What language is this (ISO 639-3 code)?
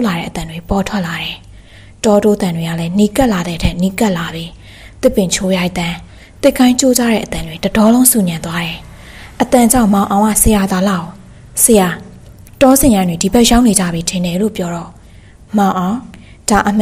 mya